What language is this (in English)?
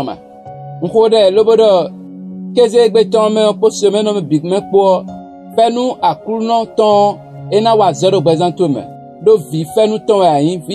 Fon